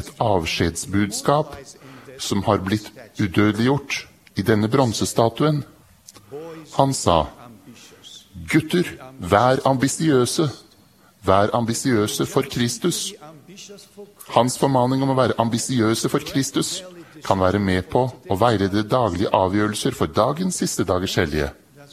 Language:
Norwegian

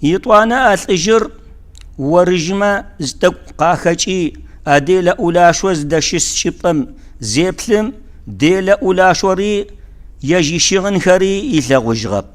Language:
Kabardian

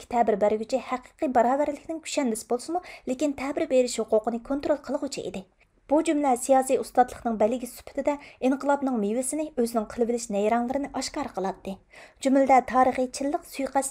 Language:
Uyghur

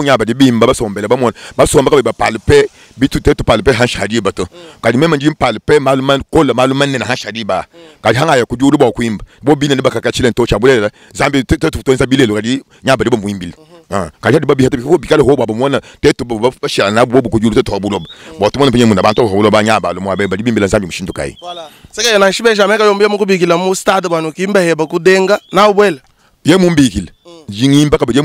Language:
Luba-Lulua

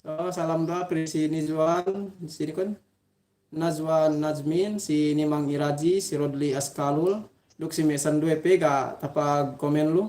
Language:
Yakan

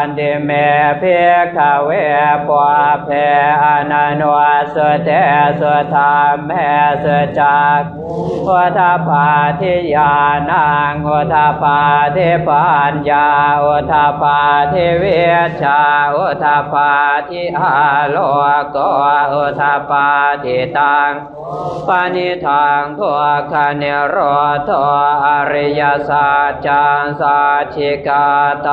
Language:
Pali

